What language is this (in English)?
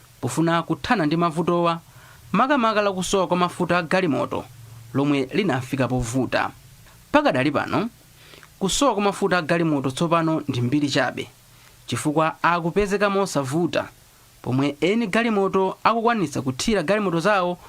Nyanja